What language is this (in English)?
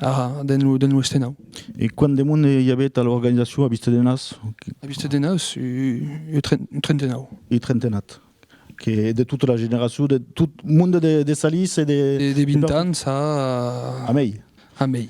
Occitan